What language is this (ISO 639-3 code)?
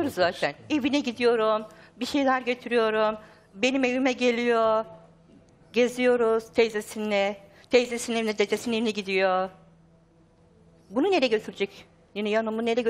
tur